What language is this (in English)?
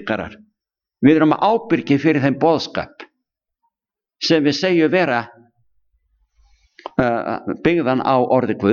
Icelandic